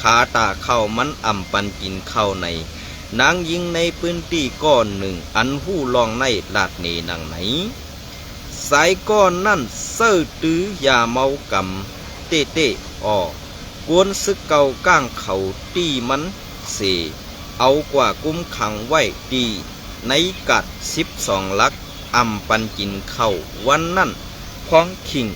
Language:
Shan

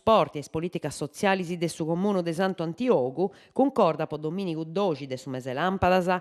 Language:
Sardinian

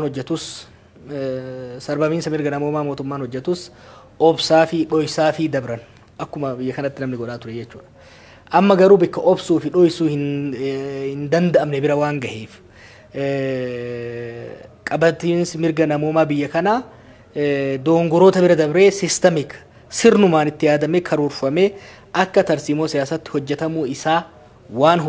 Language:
Oromo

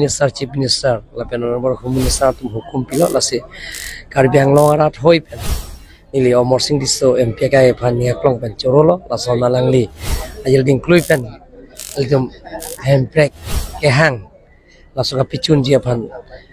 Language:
Karbi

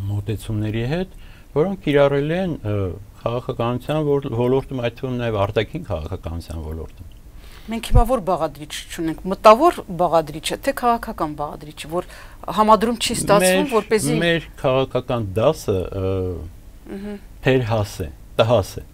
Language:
Armenian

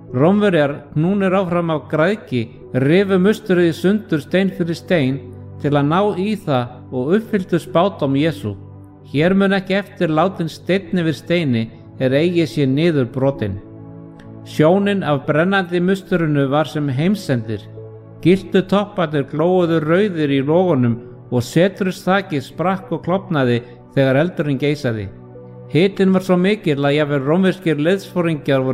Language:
Icelandic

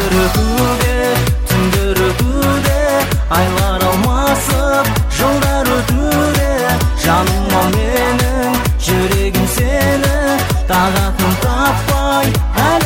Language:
Kazakh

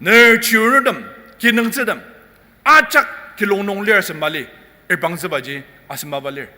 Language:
Ao Naga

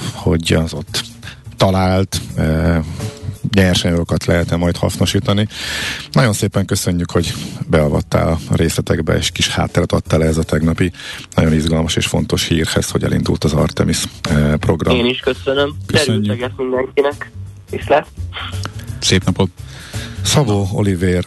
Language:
Hungarian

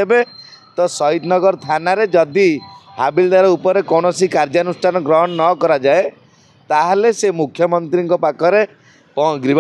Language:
Odia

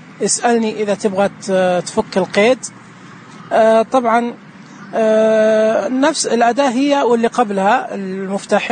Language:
Najdi Arabic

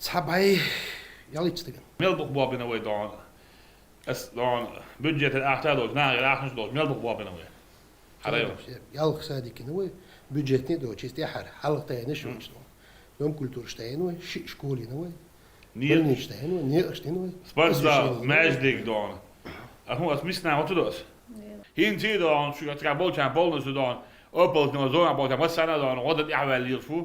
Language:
Chechen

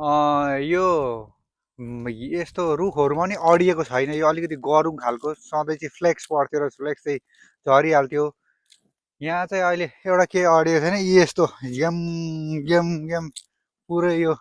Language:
Nepali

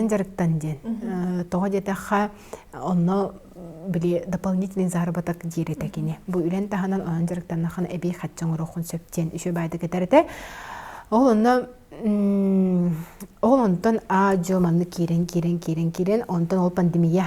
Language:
Yakut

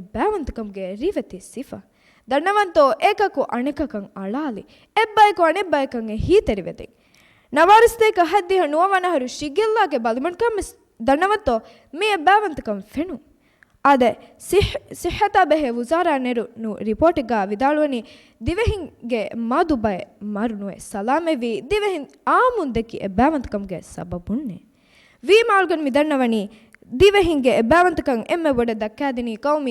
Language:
Divehi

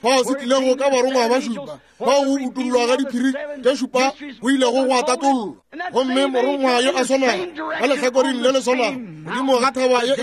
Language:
Northern Sotho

